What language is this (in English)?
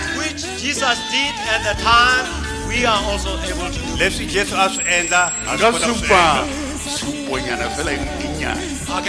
Northern Sotho